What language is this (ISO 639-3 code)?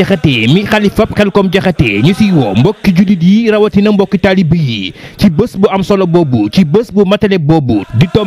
wol